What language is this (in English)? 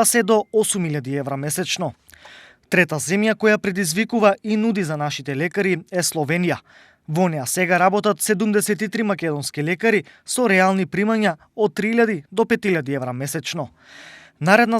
Macedonian